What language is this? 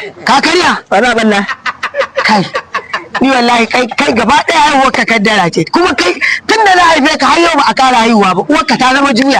Hausa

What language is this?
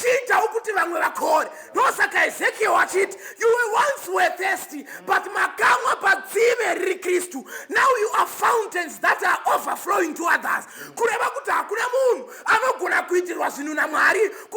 Shona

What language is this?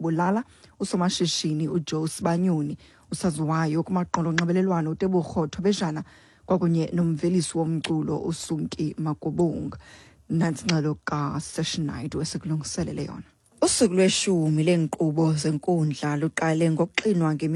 Xhosa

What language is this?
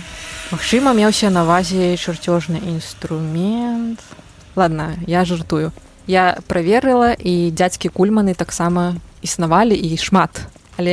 Belarusian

